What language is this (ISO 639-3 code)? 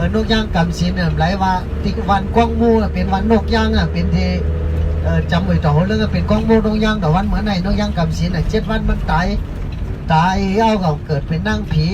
shn